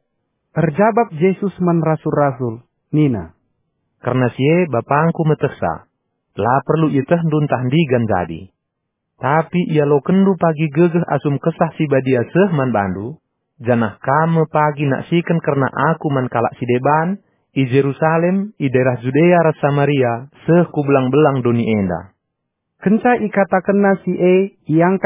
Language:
Batak Karo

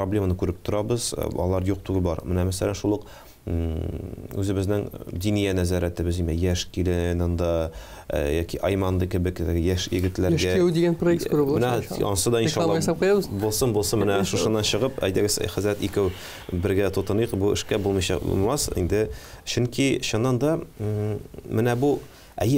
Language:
Tatar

